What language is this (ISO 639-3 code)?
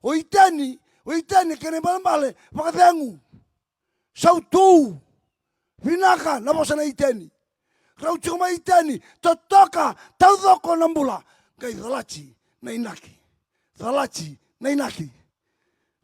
fij